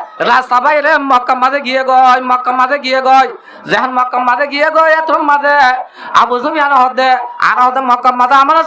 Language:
Rohingya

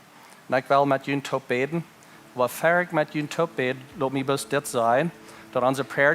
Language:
Plautdietsch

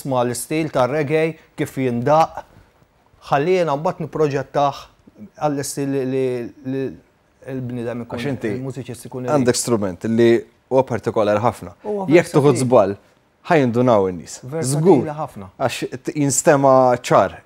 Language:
Maltese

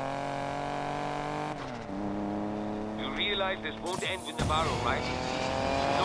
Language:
English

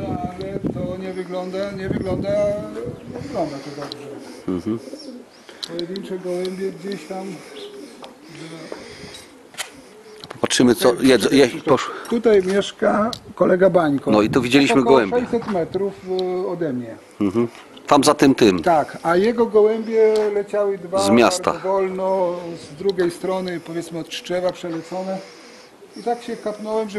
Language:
Polish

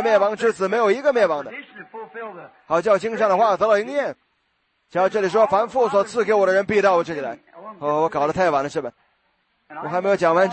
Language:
Chinese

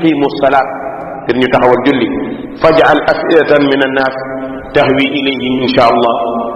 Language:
Wolof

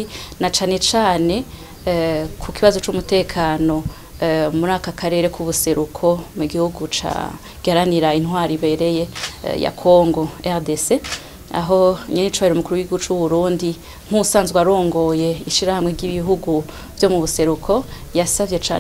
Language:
Rundi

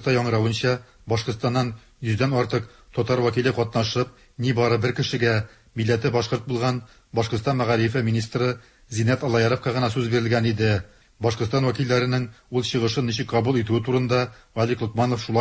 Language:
Tatar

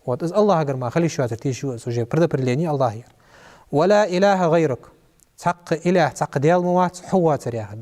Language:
Ingush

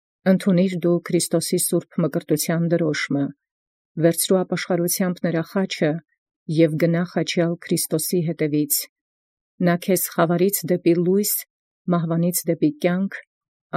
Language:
Armenian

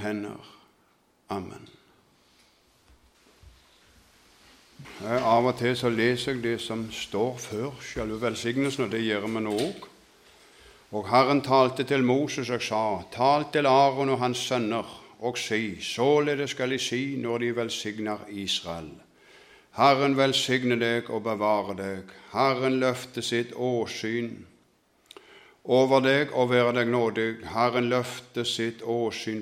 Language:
Norwegian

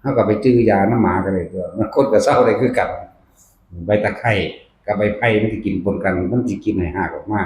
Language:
Northeastern Thai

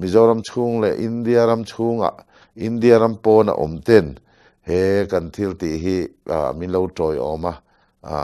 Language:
Mizo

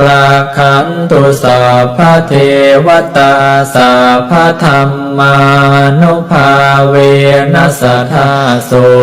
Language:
Pali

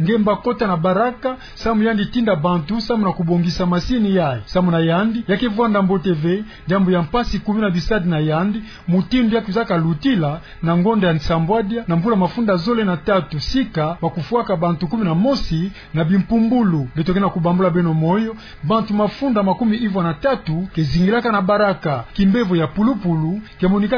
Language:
Kituba (Democratic Republic of Congo)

